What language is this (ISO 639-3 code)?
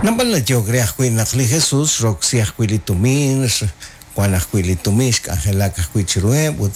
kek